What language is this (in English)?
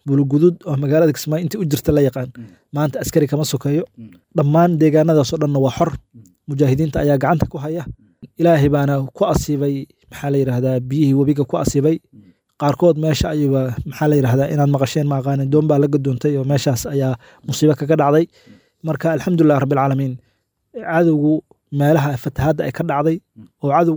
Somali